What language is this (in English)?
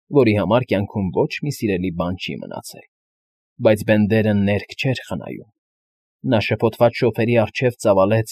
Armenian